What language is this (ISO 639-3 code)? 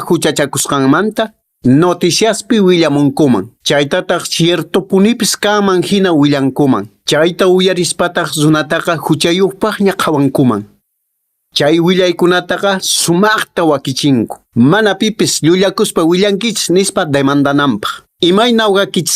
que